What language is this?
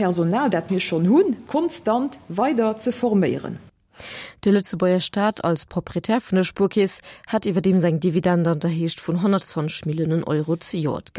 Luxembourgish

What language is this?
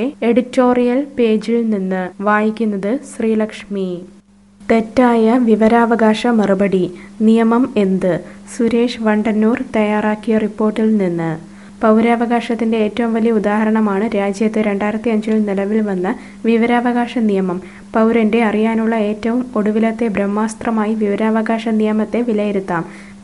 Malayalam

